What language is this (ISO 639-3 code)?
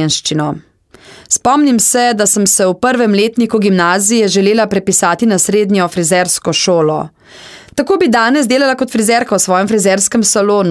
slv